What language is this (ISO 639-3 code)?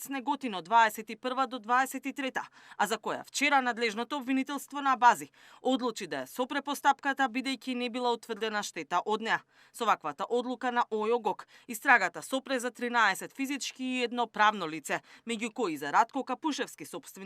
mkd